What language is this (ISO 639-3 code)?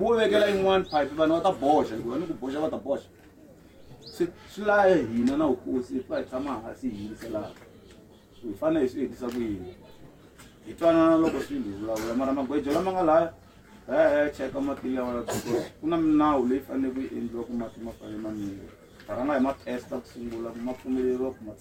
tso